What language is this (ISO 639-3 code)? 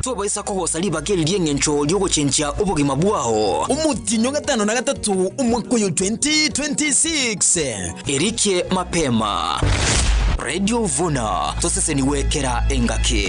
guz